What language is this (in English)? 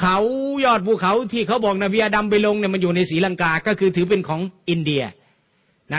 Thai